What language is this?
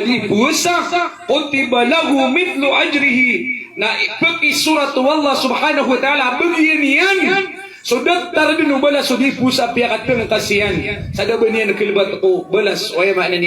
Maranao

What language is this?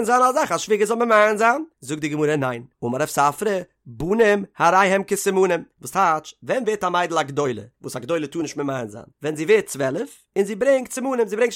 Yiddish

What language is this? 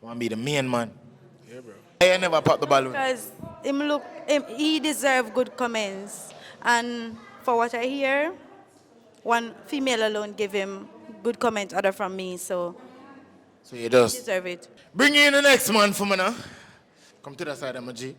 Jamaican Creole English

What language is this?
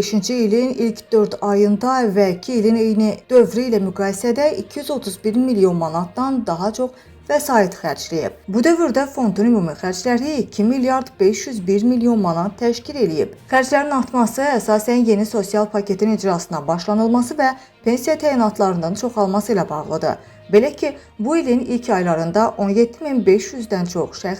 Azerbaijani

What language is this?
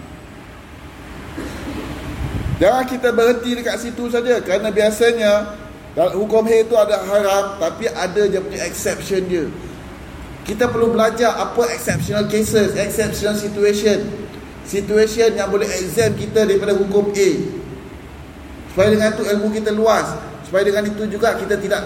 Malay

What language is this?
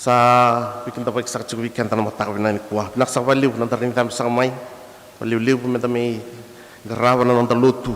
Fijian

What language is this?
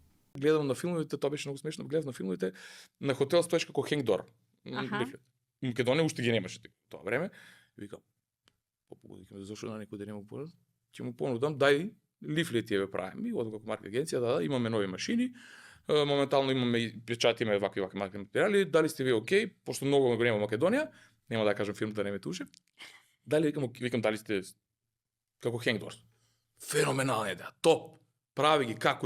Macedonian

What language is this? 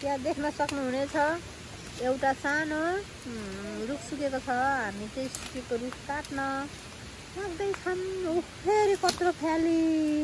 Nepali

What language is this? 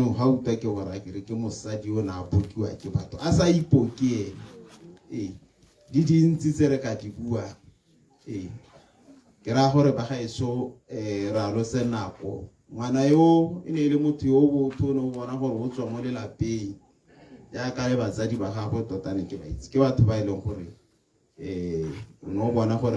Tswana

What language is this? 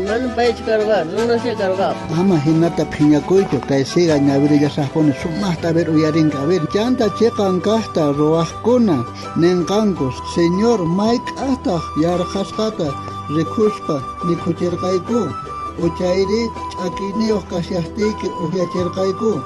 South Bolivian Quechua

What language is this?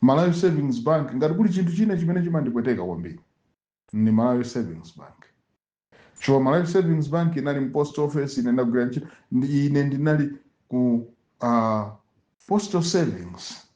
Nyanja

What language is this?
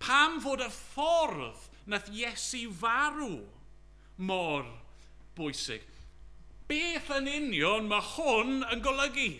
Welsh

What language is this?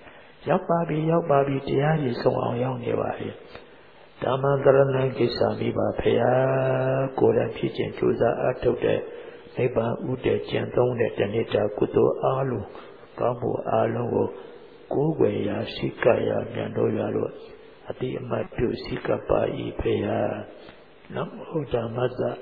Burmese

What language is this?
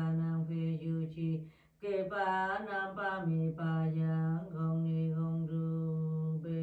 Vietnamese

